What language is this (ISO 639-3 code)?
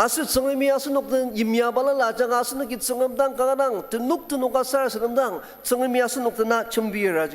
njo